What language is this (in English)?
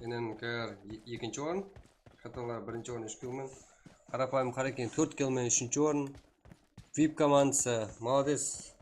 Kara-Kalpak